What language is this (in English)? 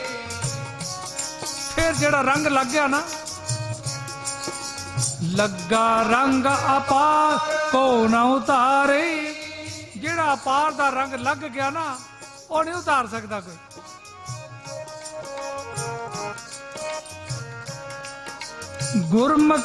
Punjabi